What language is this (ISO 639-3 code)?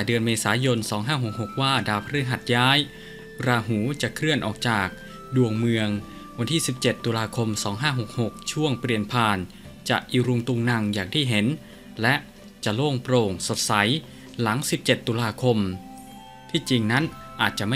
tha